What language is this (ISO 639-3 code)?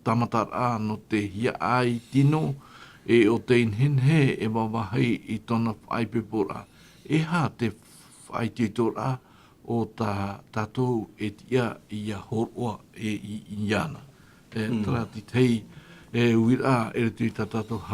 tah